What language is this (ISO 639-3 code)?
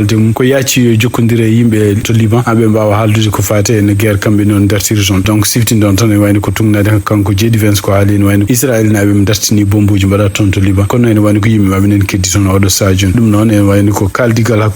ful